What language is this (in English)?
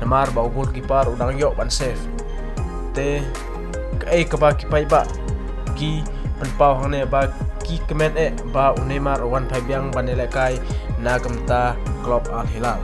Khasi